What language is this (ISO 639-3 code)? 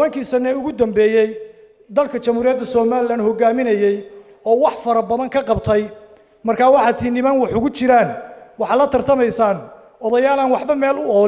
som